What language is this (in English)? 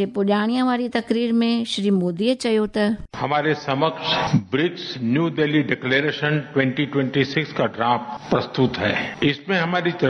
Sindhi